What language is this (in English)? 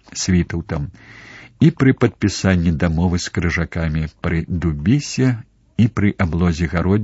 Belarusian